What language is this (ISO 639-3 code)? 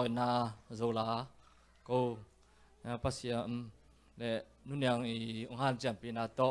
ctd